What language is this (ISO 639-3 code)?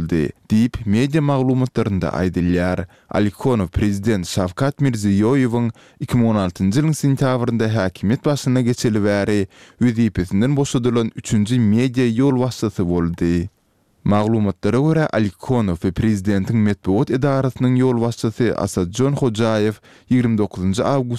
tuk